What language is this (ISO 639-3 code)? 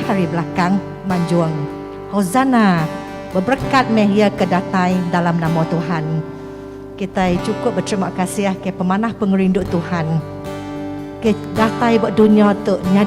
iba